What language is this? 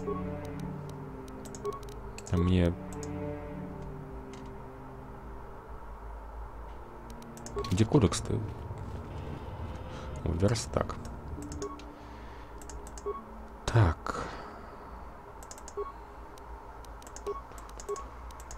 Russian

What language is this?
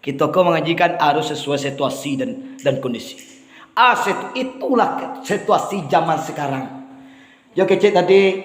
Minangkabau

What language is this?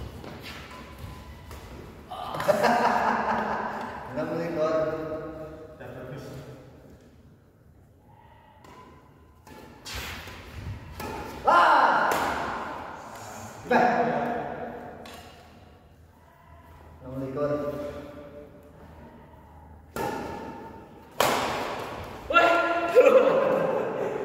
Indonesian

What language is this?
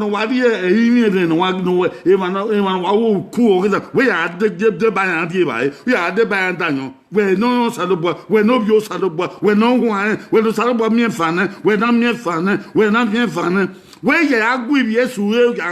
Bini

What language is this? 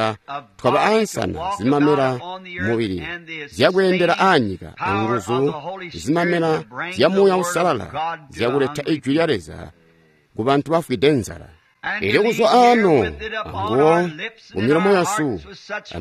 Tonga (Zambia)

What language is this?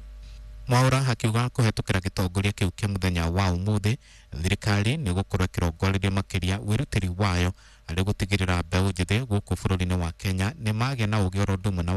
Kikuyu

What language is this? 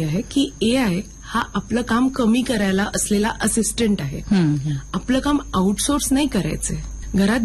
Marathi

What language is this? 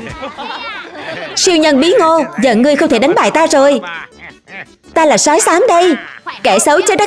Vietnamese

